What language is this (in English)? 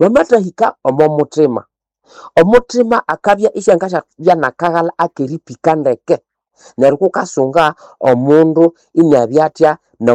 Nande